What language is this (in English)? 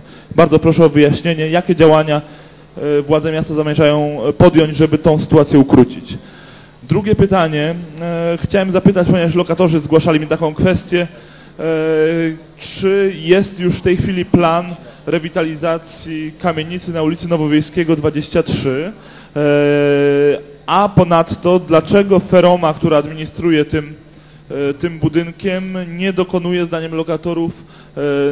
Polish